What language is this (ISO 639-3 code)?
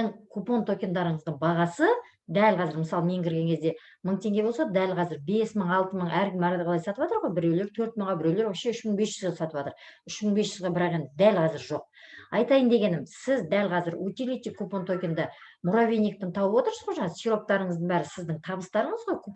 kaz